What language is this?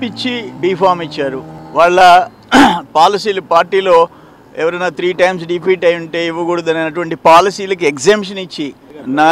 Telugu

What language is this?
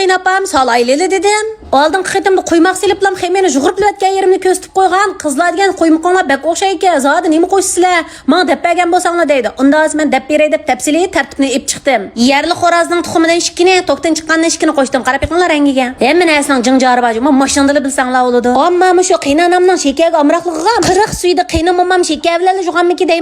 Uyghur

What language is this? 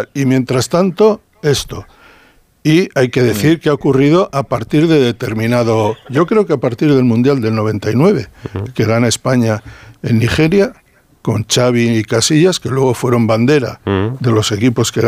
Spanish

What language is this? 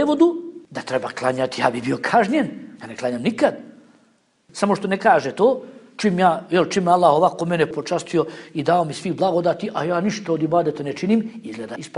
Bosnian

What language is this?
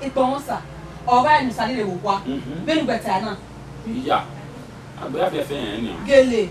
Bini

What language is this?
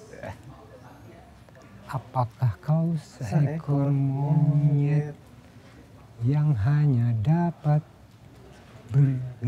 Indonesian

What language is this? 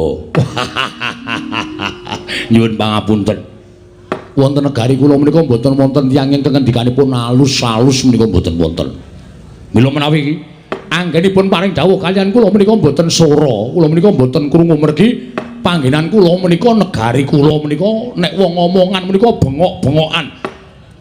Javanese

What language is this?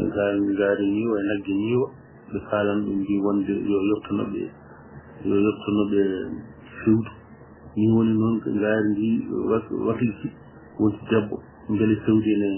Fula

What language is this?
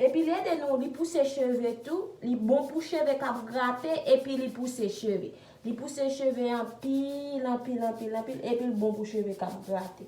Haitian Creole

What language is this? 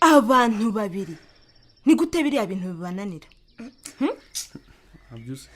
Kinyarwanda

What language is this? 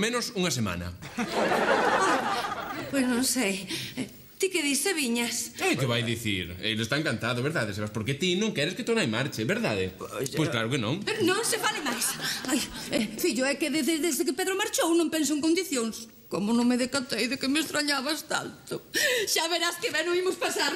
Galician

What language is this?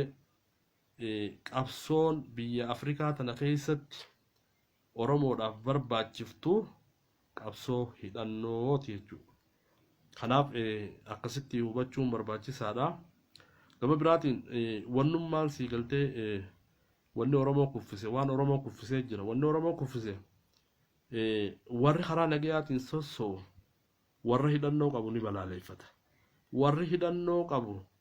Oromo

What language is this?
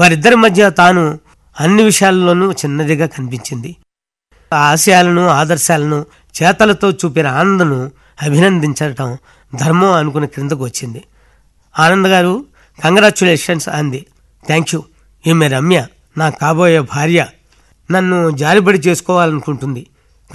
Telugu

